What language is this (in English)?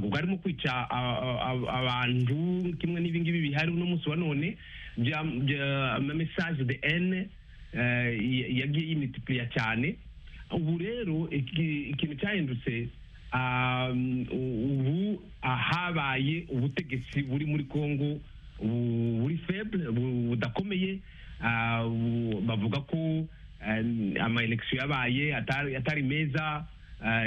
Kinyarwanda